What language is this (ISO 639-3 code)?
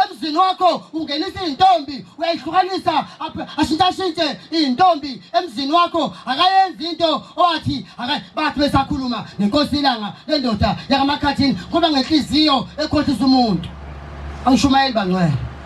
zul